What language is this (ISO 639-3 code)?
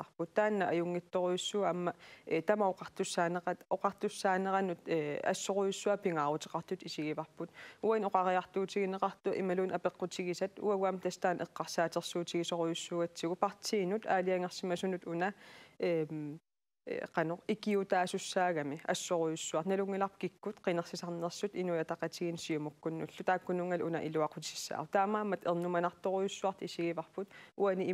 kal